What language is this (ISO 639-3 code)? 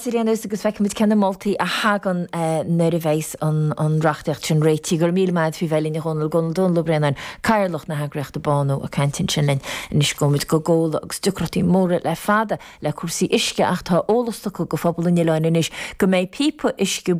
gle